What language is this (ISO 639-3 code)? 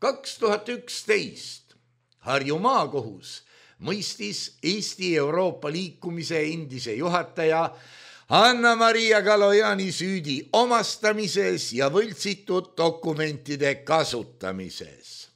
est